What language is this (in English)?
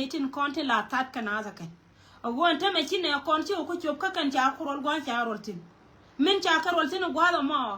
Nuer